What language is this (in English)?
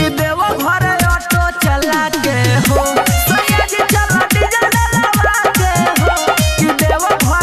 Bhojpuri